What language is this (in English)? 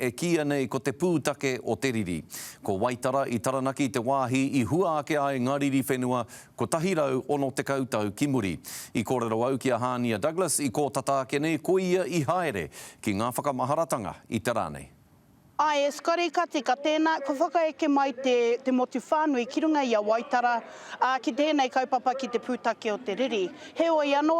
Māori